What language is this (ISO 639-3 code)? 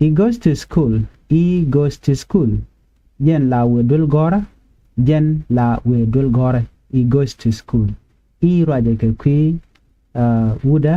nus